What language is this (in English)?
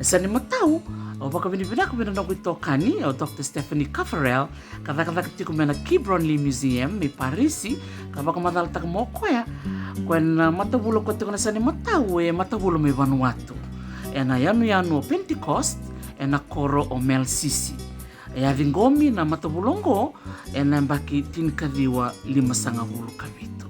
Fijian